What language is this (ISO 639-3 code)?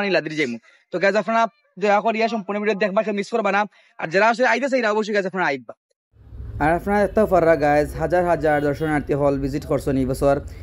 syl